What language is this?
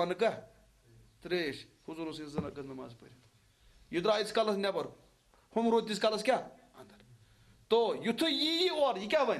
Kashmiri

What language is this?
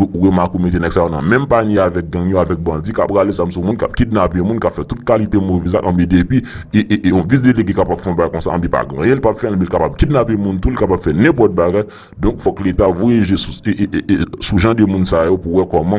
Haitian Creole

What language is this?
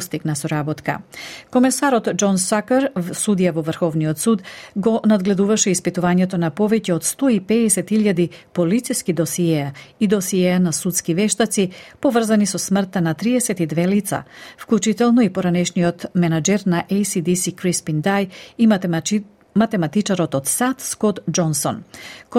Macedonian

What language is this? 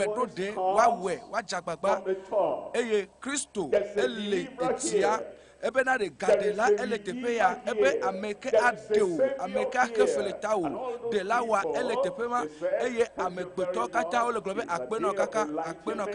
Ewe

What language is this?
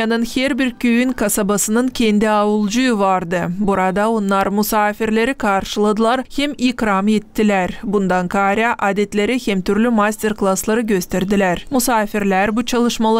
Gagauz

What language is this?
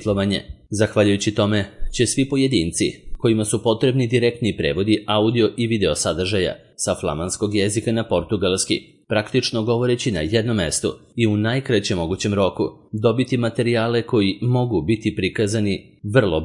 Serbian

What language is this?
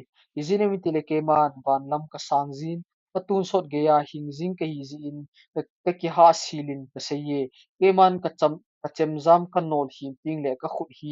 Thado Chin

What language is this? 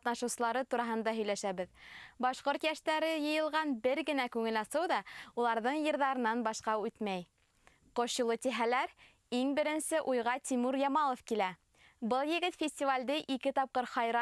Bashkir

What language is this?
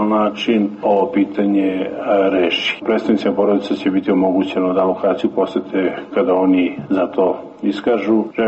Serbian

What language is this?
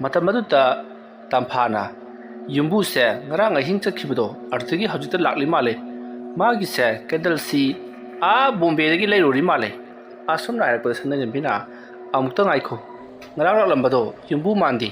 Manipuri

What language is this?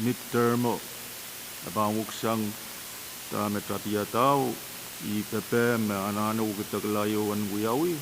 Pohnpeian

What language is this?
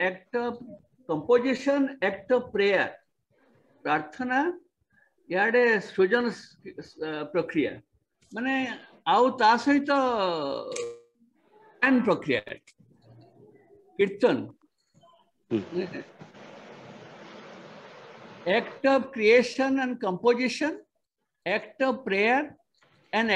Odia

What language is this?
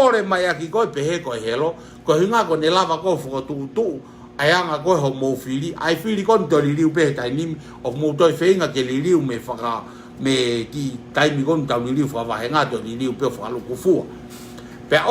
Tongan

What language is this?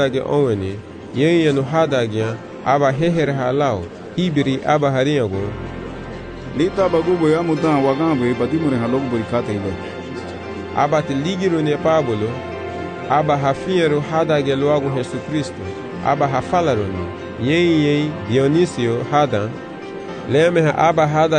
Garifuna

